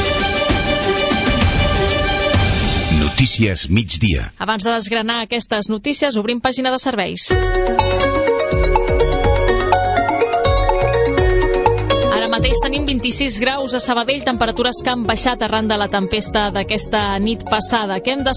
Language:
Catalan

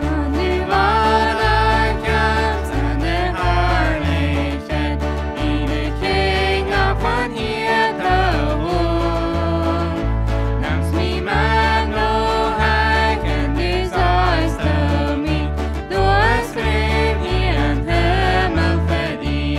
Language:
Plautdietsch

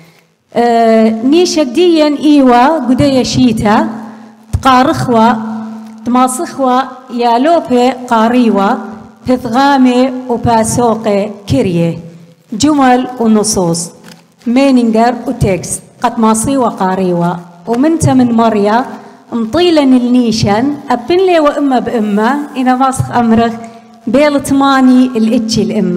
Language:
Assyrian Neo-Aramaic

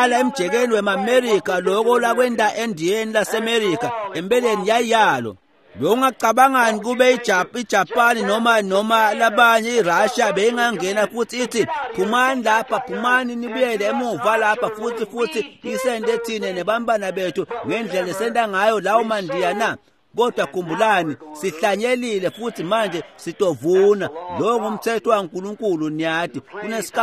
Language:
Swati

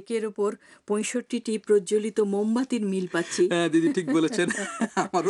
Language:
Bangla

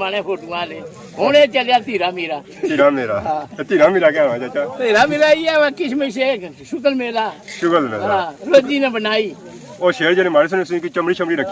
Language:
Pahari-Potwari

